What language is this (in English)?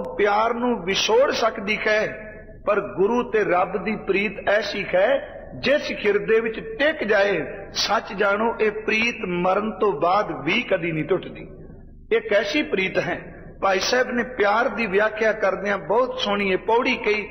Punjabi